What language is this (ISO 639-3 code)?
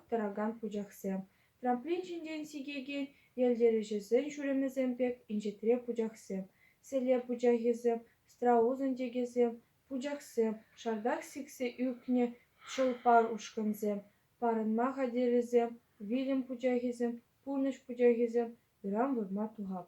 chv